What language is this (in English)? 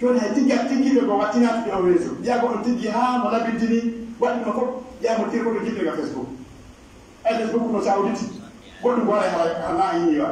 Pular